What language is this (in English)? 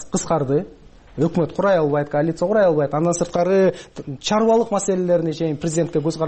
Kyrgyz